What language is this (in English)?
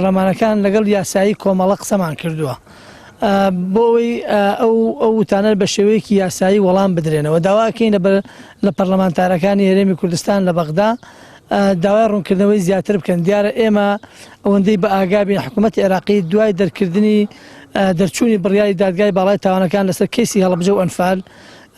Central Kurdish